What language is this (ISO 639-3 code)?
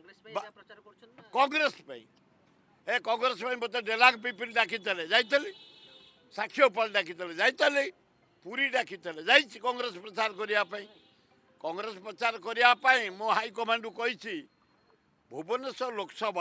ori